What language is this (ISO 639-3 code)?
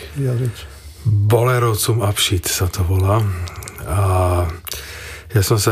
slk